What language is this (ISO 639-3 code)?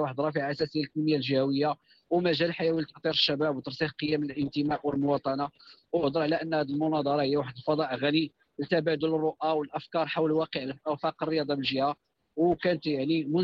ary